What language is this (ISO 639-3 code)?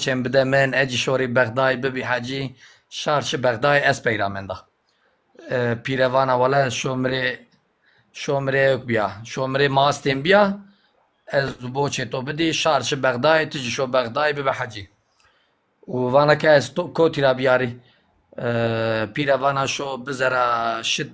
zza